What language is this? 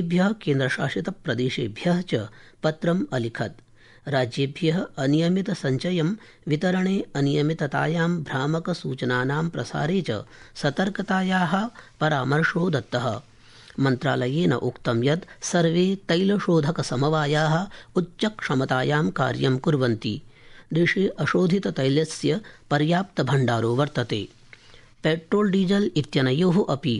Sanskrit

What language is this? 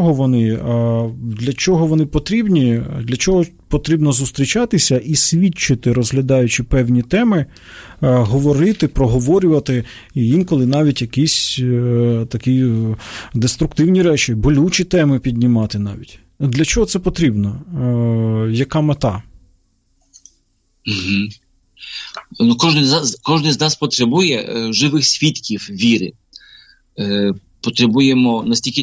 Ukrainian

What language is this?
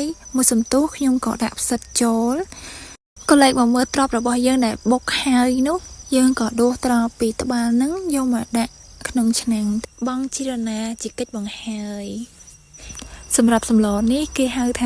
Khmer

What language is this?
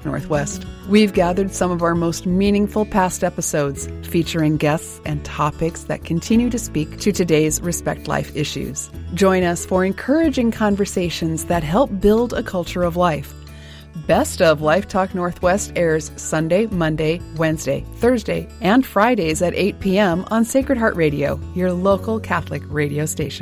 English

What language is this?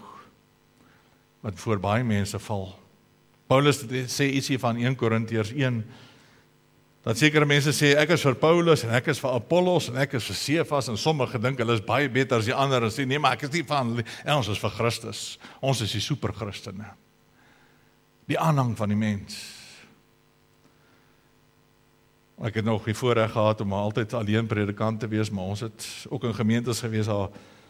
Afrikaans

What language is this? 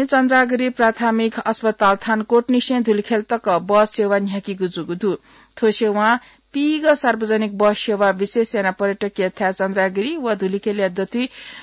Newari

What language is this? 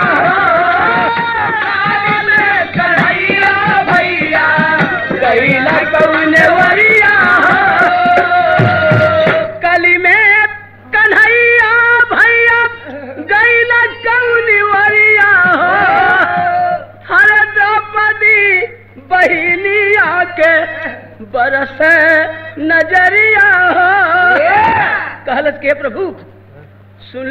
Bhojpuri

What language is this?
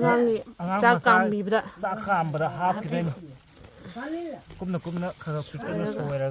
Manipuri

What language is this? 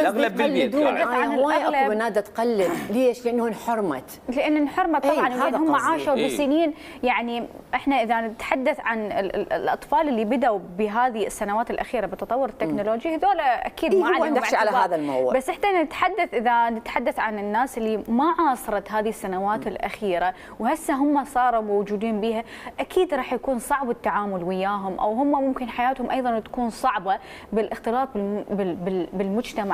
Mesopotamian Arabic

